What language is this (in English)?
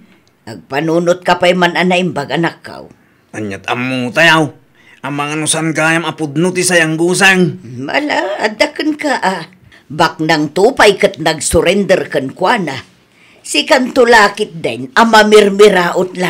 Iloko